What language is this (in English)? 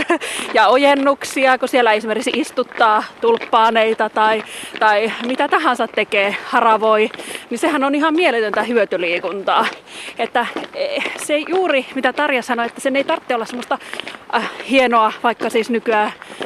Finnish